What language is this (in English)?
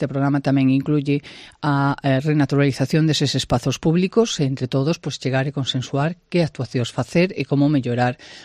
Galician